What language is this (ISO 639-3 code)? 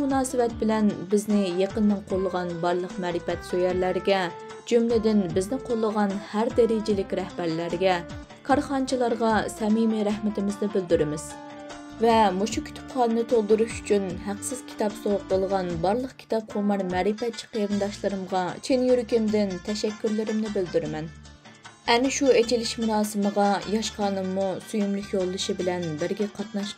uig